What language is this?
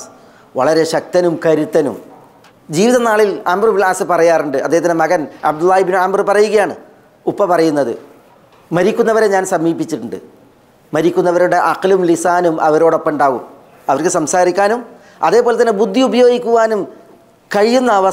Malayalam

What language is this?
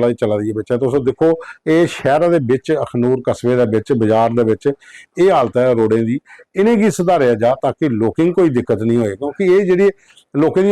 Dogri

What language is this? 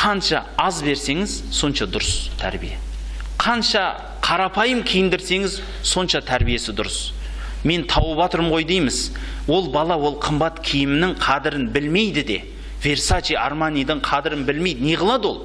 Kazakh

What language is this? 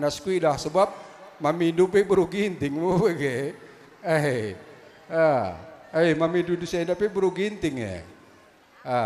Batak Karo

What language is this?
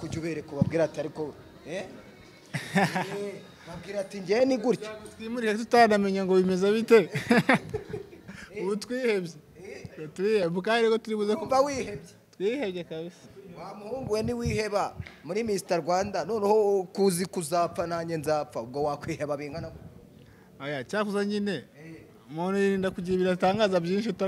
Kinyarwanda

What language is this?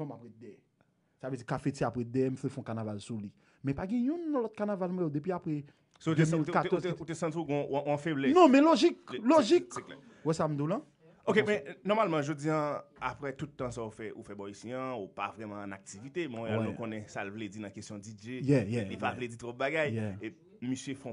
Haitian Creole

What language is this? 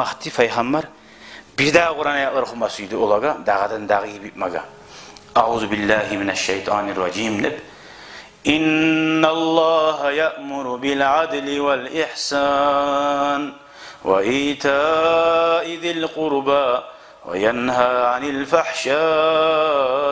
Kumyk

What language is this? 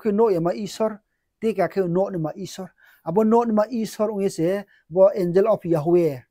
Riang (India)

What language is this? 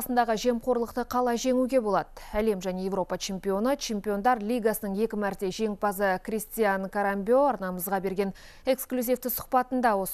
Kazakh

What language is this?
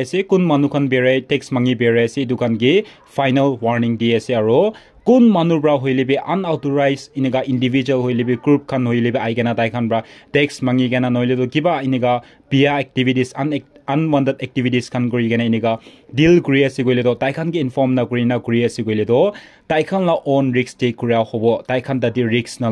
Naga Pidgin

